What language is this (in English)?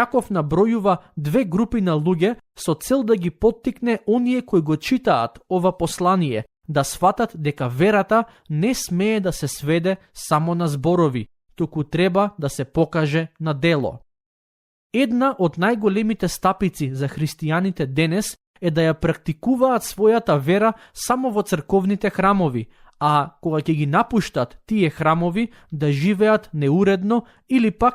Macedonian